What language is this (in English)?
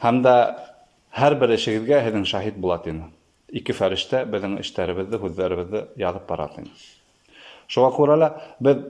Bashkir